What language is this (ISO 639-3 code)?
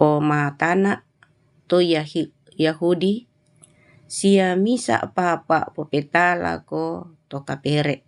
sda